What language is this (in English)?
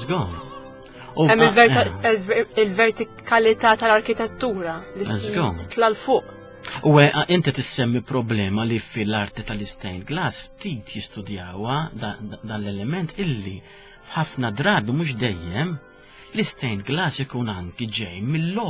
Maltese